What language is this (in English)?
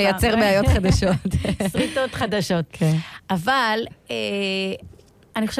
Hebrew